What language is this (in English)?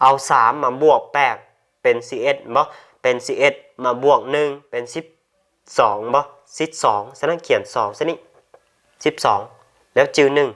Lao